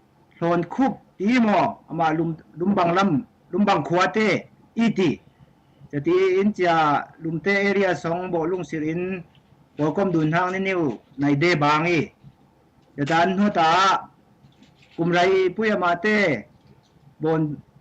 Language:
Falam Chin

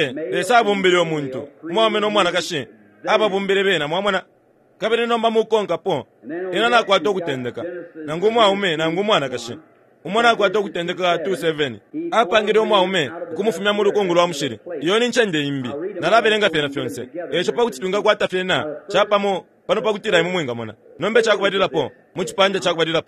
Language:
Bemba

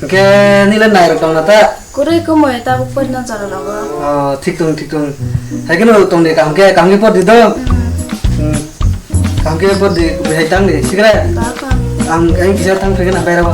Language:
Kok Borok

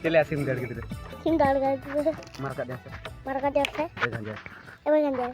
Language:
Santali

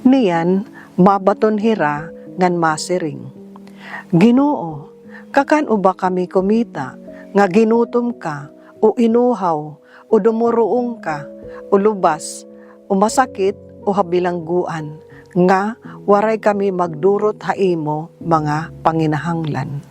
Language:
Waray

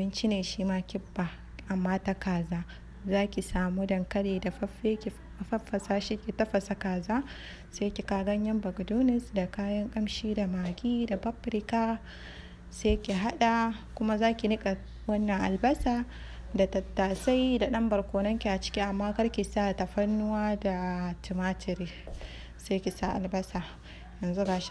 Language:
Hausa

